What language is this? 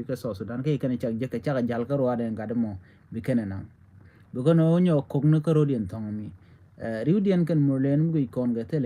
Nuer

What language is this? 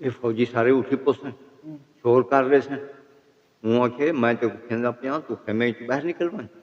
Saraiki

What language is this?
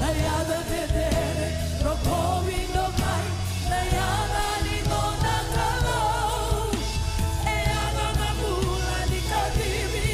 Fijian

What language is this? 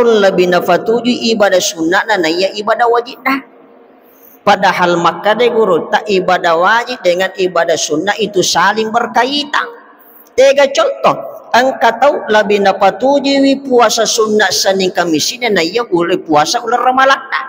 Buginese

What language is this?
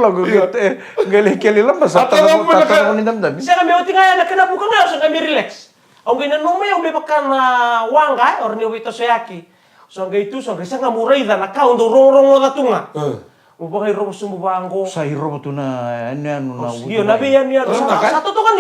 Fijian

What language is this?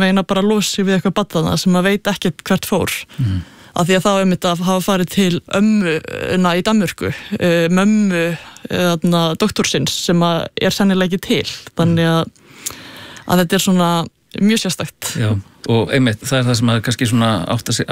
Icelandic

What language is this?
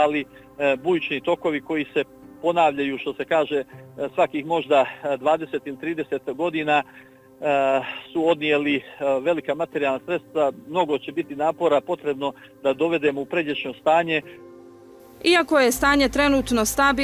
Bosnian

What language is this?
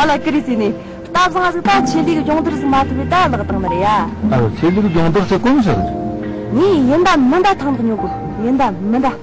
Tibetan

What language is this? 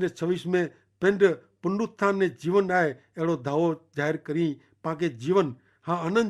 Kachhi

